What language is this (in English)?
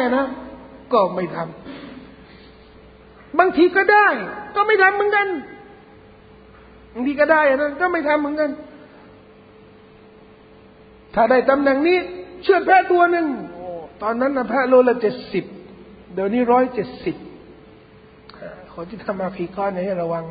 Thai